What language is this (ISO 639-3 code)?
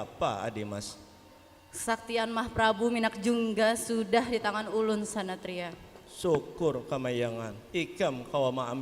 bjn